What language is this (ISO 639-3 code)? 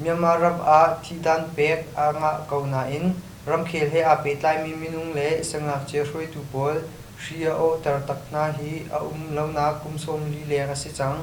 cnh